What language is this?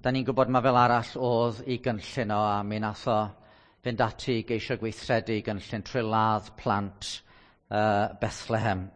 Welsh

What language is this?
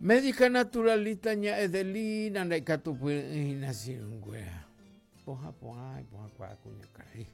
Guarani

